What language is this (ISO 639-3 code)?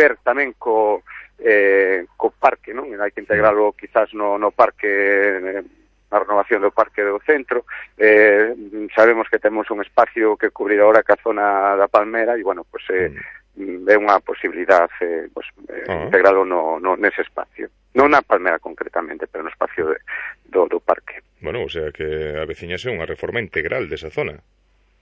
glg